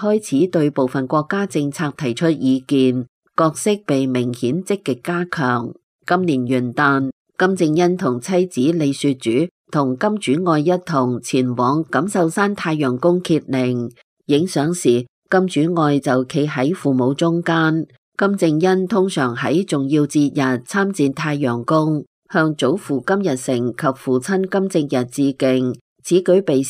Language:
Cantonese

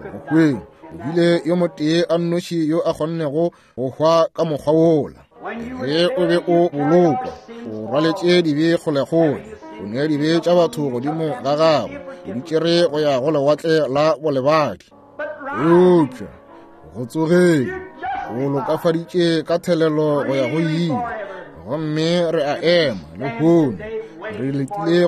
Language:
Northern Sotho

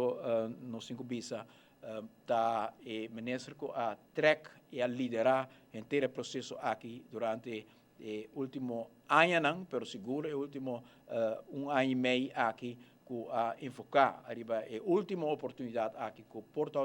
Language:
Papiamento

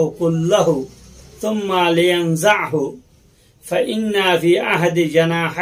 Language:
Rohingya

